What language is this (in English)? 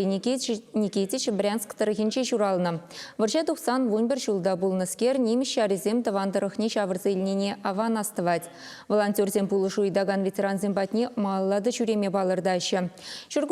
Chuvash